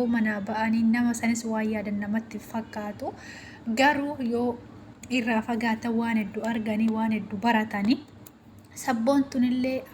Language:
Oromo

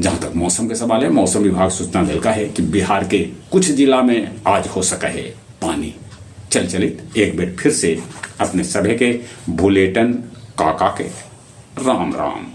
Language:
Magahi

